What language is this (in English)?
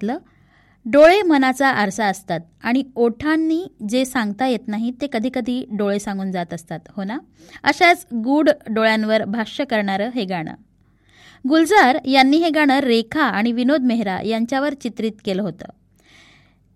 Marathi